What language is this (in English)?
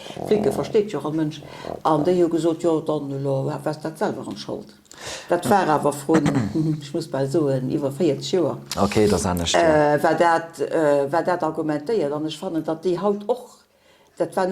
Luxembourgish